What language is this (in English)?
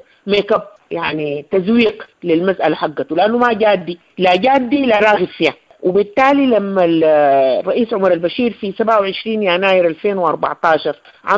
Sudanese Arabic